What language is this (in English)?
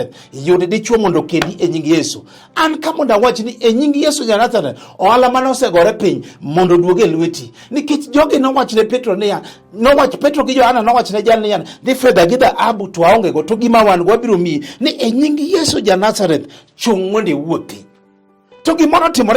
Luo (Kenya and Tanzania)